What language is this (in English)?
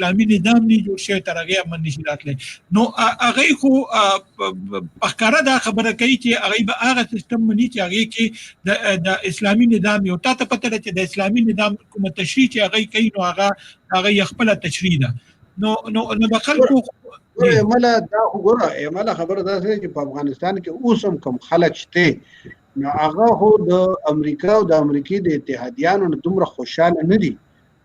Pashto